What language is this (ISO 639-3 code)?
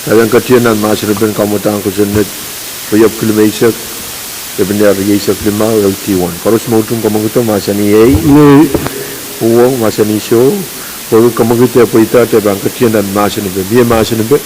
pon